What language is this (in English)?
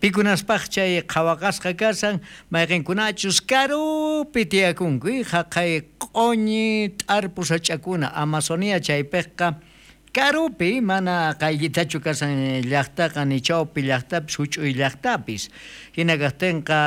South Bolivian Quechua